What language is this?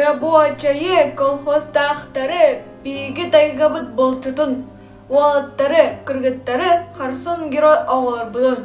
Yakut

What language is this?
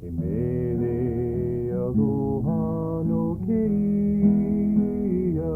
Hawaiian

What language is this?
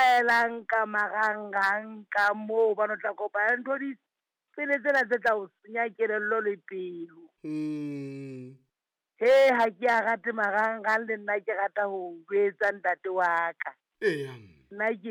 Southern Sotho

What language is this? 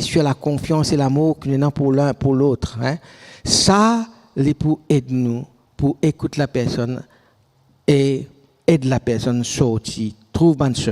Morisyen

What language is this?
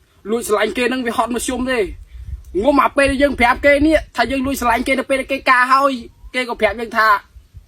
Khmer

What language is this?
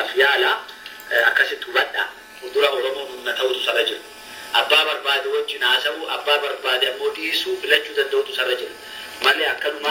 Oromo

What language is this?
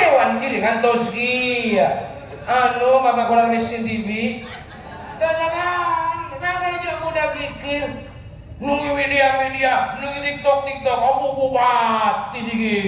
Madurese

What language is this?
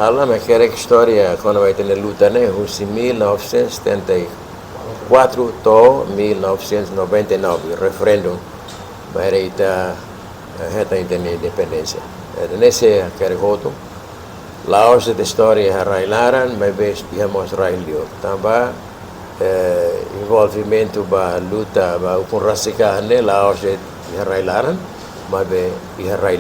Tetum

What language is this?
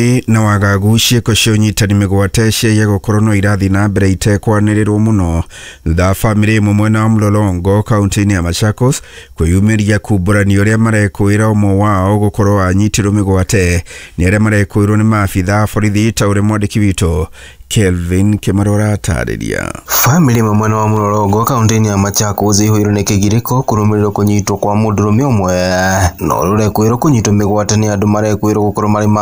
Kikuyu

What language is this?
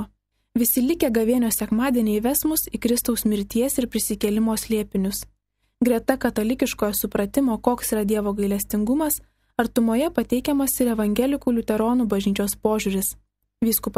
Lithuanian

